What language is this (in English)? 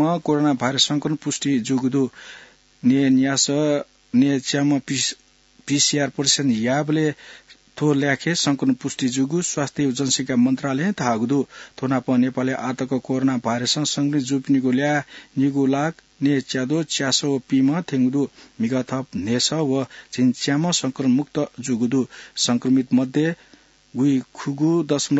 Newari